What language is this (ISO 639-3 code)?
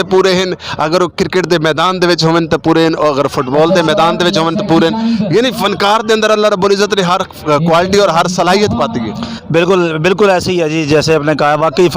skr